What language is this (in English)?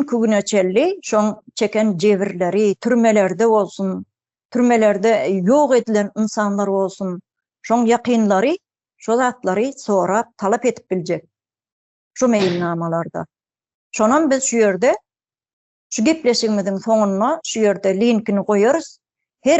Turkmen